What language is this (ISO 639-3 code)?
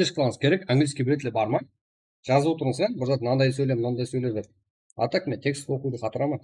kaa